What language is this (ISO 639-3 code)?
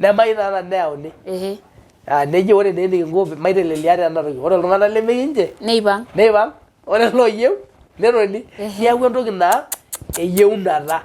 mas